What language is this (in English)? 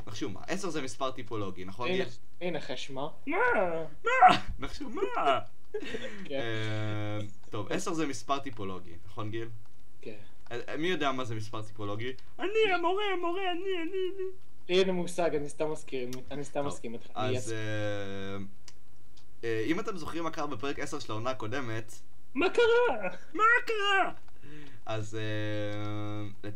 Hebrew